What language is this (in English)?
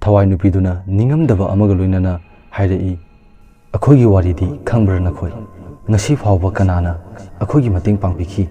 Manipuri